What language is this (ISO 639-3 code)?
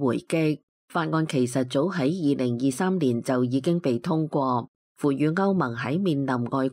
yue